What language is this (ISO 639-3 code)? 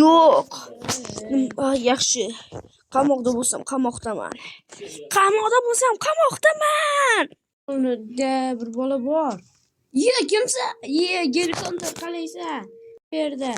uzb